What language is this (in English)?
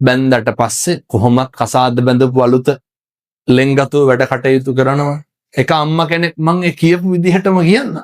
Sinhala